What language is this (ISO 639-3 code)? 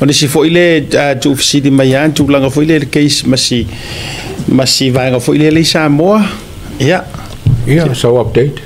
smo